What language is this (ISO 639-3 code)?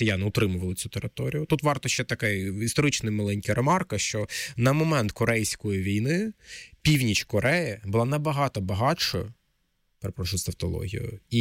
ukr